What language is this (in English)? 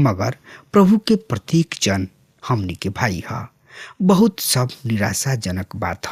Bhojpuri